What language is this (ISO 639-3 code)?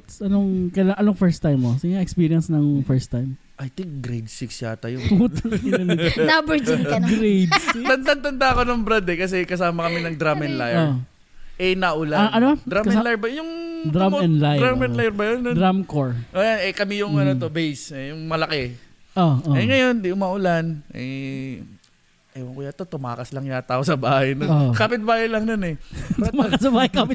fil